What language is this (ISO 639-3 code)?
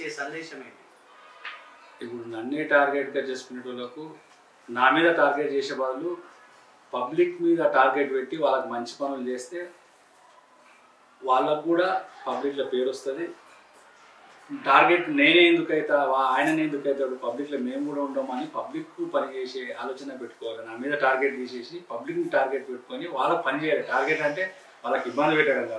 tel